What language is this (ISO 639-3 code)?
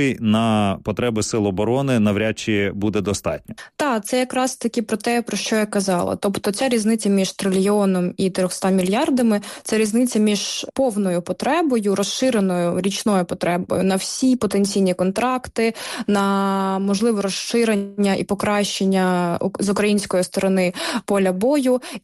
ukr